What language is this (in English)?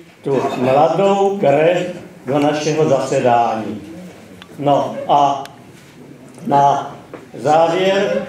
Czech